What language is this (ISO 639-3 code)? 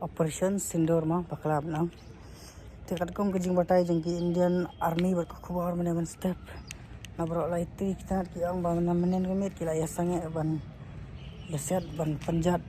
kha